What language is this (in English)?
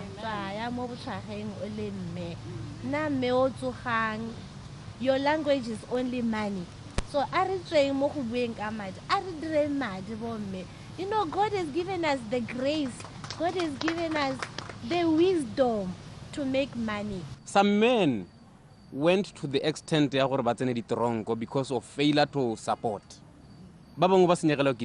Tswana